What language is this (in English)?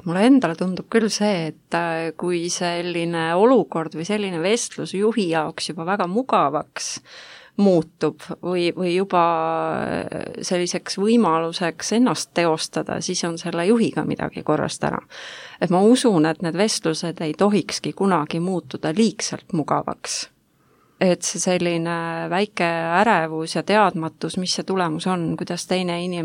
Estonian